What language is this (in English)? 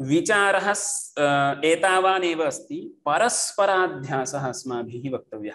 Sanskrit